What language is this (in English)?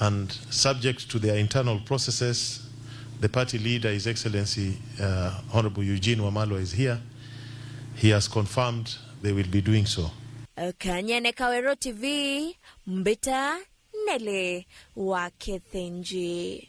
Meru